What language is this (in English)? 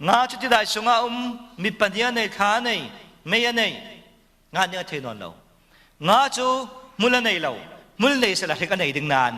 Falam Chin